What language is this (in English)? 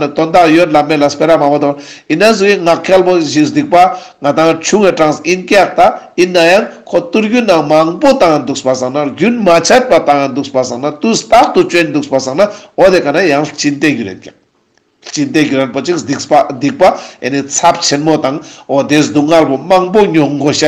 Ladakhi